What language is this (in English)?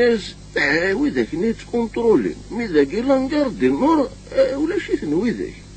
Kabyle